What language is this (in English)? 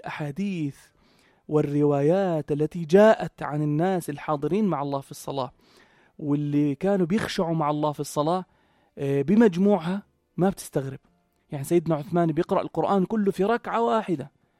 North Levantine Arabic